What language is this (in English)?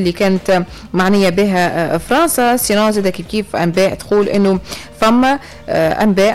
Tunisian Arabic